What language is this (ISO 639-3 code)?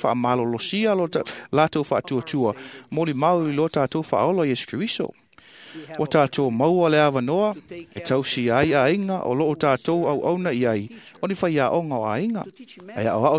smo